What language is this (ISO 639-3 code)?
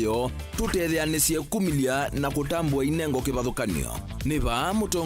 kam